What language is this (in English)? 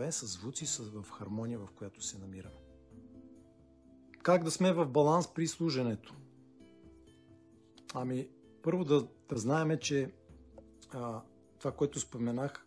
Bulgarian